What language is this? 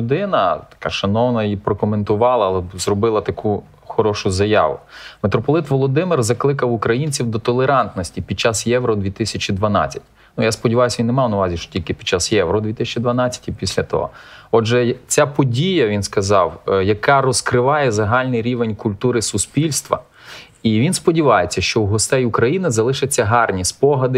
Ukrainian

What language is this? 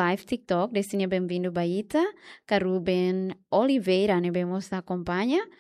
Tetum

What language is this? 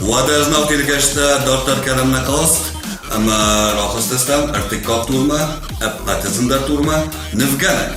Ossetic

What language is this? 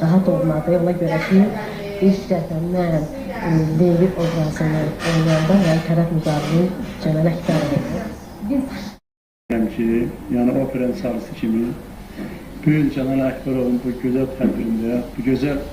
Azerbaijani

